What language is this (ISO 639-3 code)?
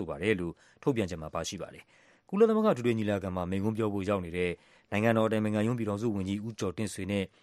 mya